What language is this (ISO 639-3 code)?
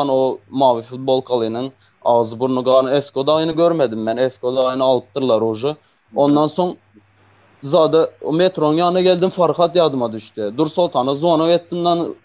tuk